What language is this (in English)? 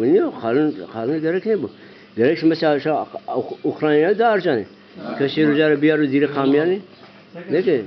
Zaza